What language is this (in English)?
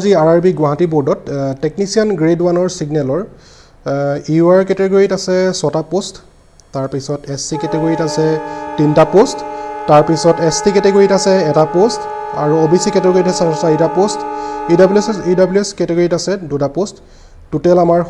Assamese